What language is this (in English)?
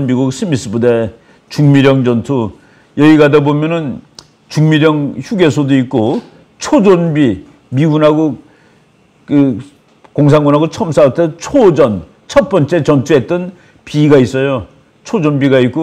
Korean